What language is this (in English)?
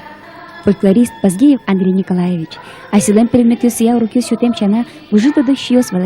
Udmurt